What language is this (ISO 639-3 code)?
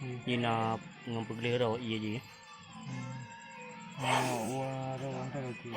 ace